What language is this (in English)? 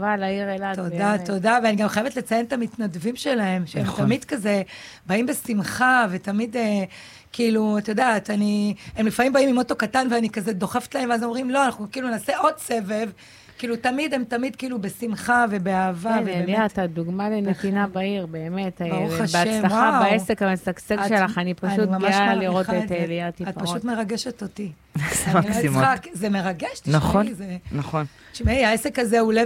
Hebrew